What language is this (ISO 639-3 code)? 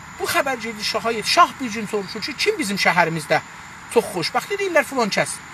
azb